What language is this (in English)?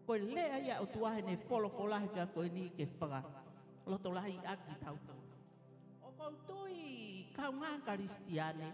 Tongan